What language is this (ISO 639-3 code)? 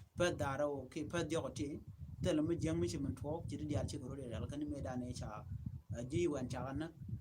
nus